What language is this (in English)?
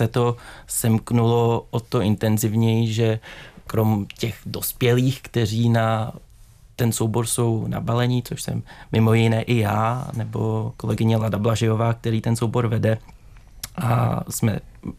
Czech